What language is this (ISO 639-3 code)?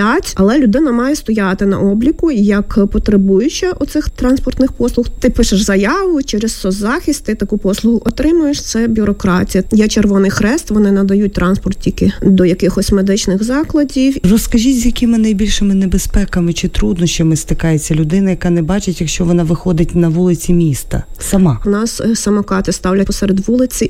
ukr